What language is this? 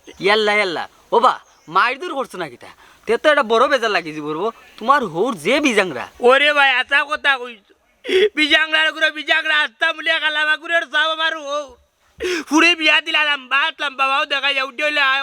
Sylheti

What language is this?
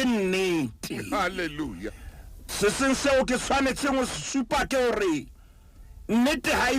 Southern Sotho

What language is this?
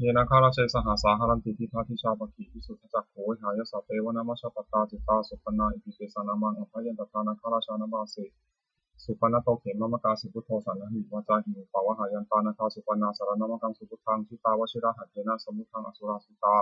Pali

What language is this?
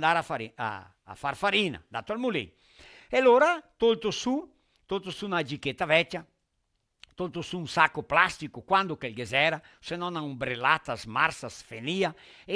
Venetian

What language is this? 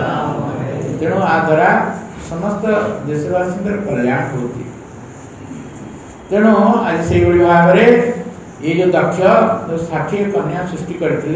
Odia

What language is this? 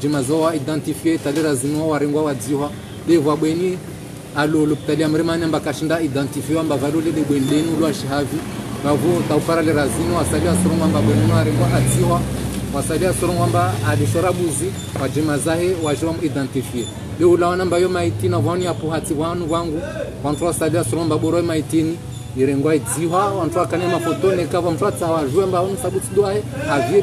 Ngazidja Comorian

